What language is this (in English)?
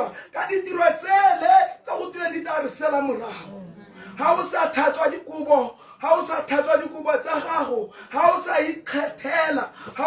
Tswana